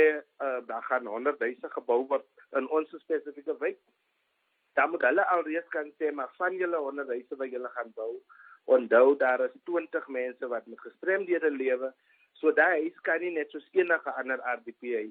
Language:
Afrikaans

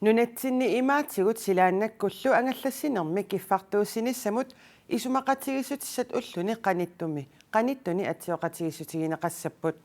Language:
Kalaallisut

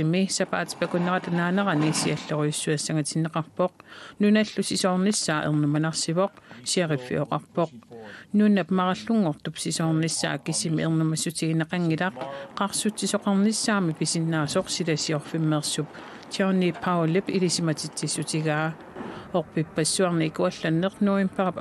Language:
Kalaallisut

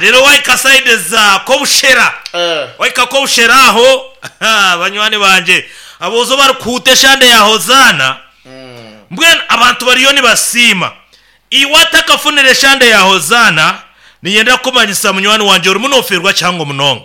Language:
Nyankole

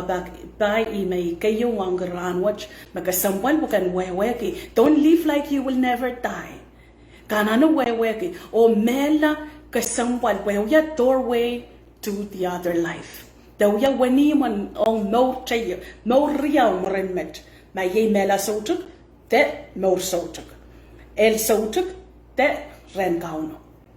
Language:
Pohnpeian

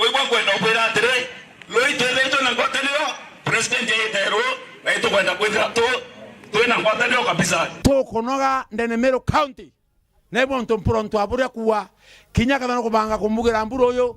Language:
Meru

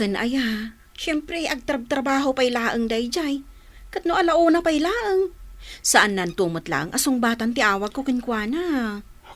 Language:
Iloko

